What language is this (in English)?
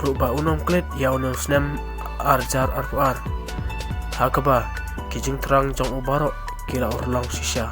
Khasi